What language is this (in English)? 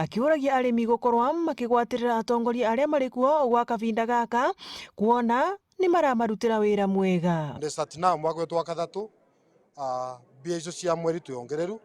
Meru